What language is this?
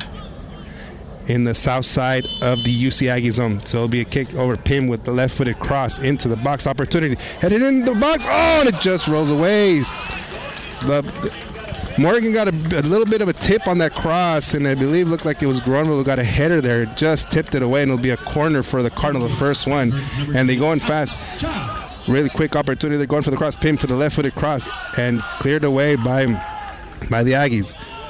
English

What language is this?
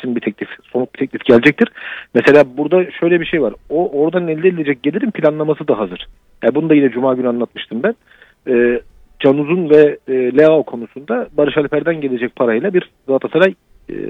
Turkish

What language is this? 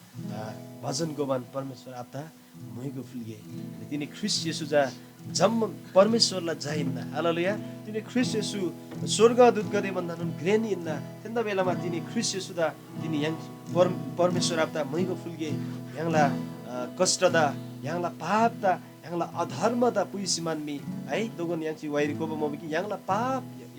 Eastern Tamang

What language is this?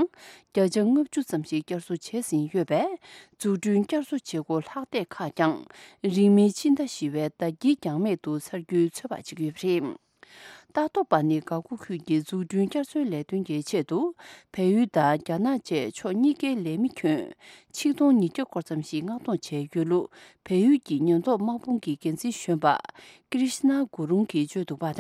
Tibetan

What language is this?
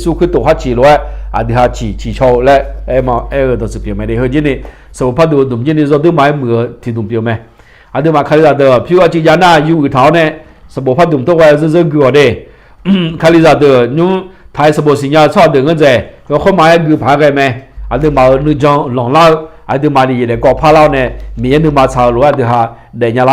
Akha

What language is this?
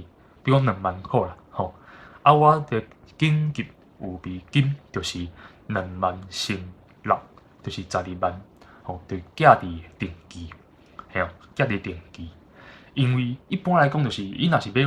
Min Nan Chinese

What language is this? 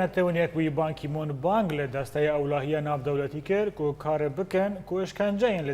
Kurdish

